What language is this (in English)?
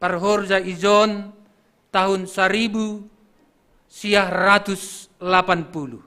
Batak Simalungun